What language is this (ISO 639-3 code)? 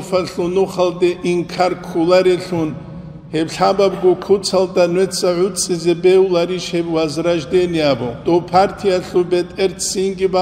ava